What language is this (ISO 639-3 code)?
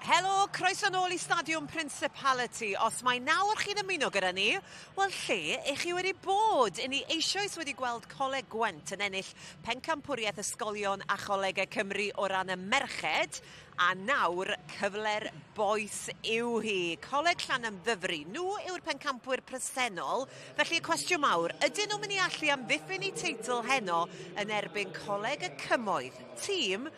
cym